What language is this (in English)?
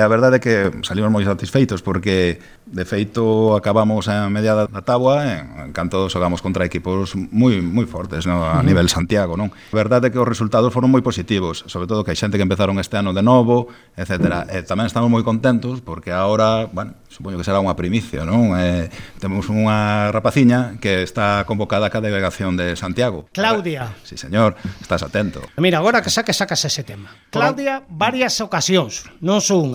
Galician